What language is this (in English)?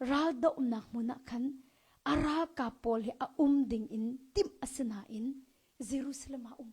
Hakha Chin